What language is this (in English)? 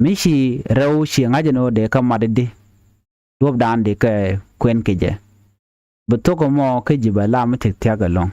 Nuer